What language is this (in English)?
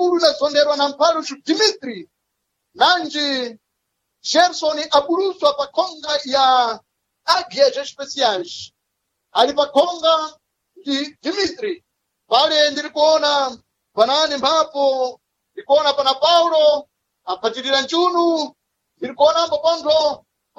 Sena